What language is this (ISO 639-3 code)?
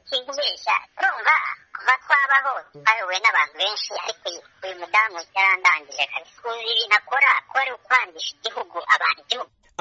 kin